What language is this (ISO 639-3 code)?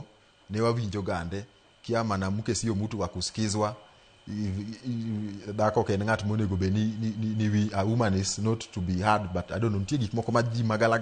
luo